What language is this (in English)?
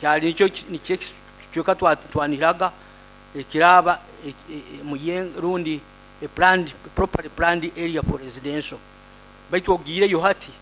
Nyoro